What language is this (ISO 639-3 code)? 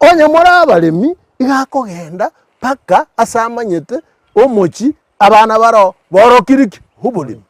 guz